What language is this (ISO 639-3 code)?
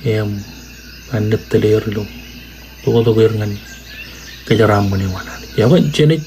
mah